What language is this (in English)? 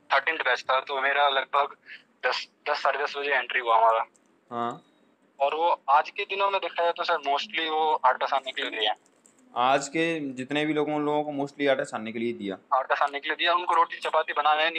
Hindi